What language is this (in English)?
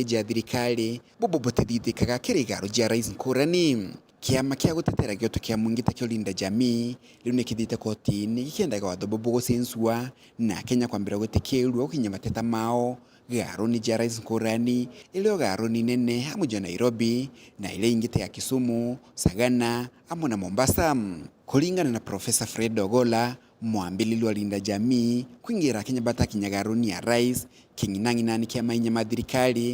Meru